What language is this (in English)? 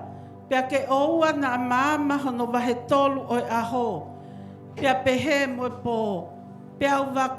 Tongan